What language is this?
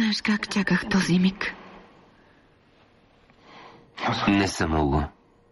Bulgarian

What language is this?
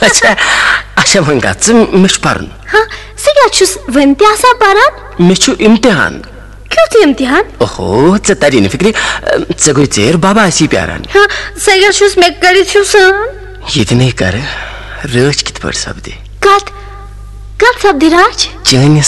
Kashmiri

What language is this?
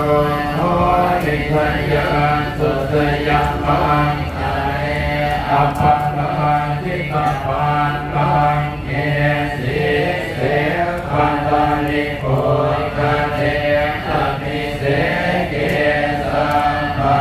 Pali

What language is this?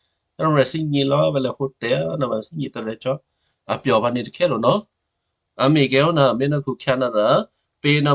Western Kayah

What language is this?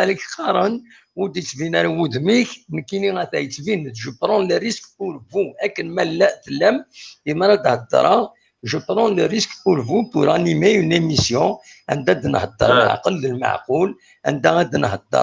Kabyle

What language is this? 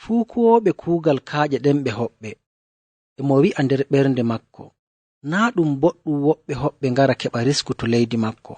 Nigerian Fulfulde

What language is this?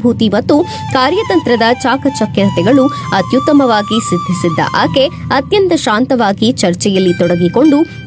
Kannada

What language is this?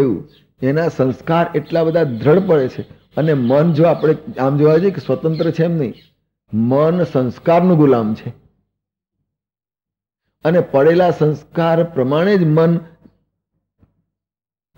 Gujarati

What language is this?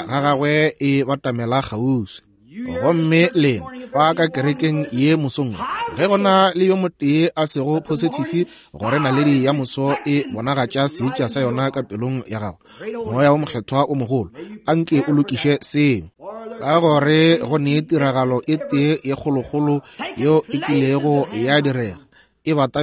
Northern Sotho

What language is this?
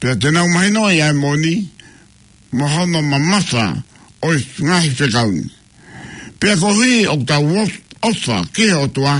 Tongan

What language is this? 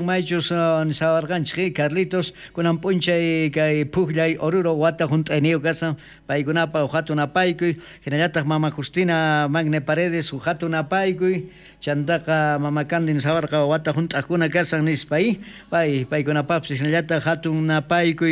South Bolivian Quechua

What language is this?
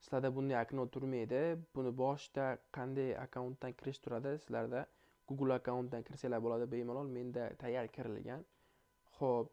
Uzbek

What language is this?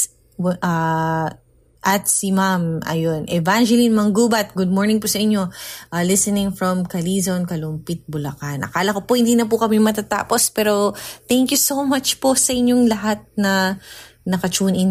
Filipino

